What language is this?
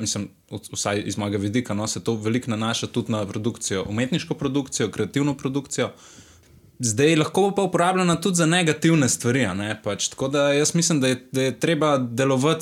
Slovenian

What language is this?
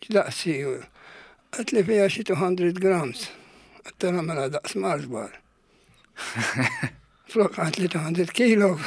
Maltese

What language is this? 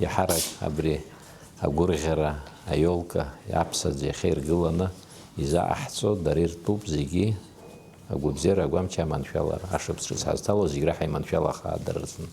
Abkhazian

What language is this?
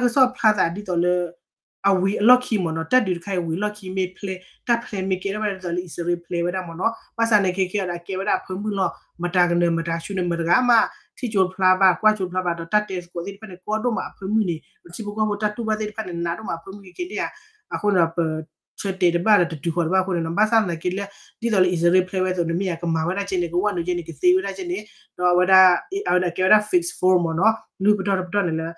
S'gaw Karen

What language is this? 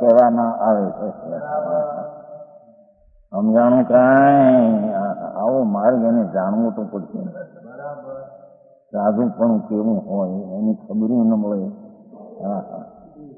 Gujarati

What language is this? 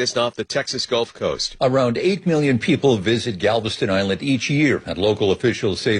English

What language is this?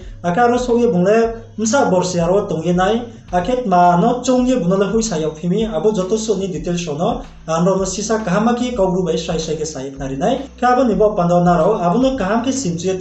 Riang (India)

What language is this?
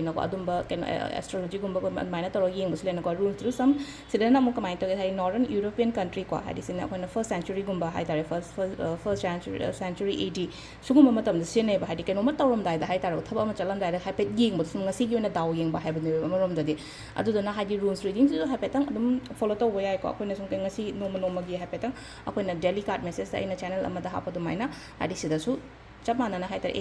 Manipuri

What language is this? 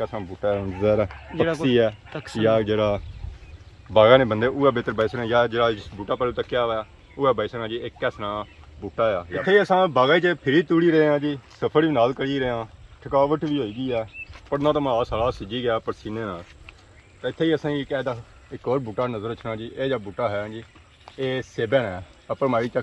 Pahari-Potwari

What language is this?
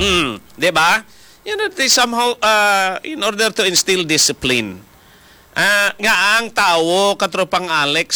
Hiligaynon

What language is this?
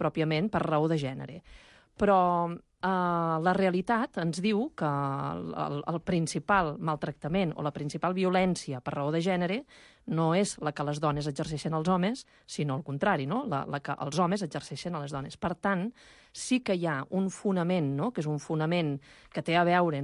Catalan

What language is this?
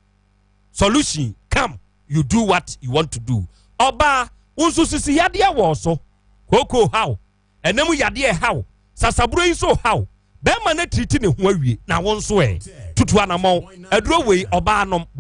Akan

